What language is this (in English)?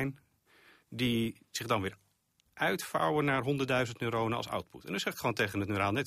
Dutch